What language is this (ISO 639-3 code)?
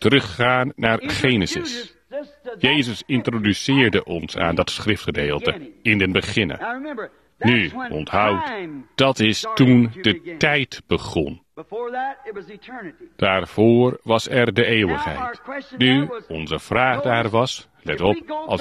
nld